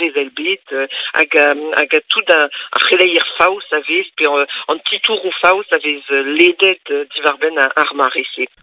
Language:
Breton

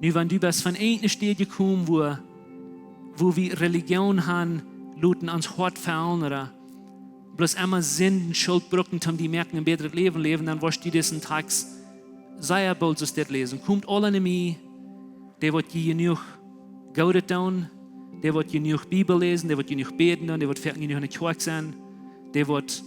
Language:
Plautdietsch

